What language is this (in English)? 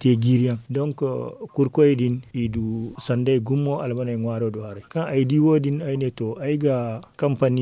Zarma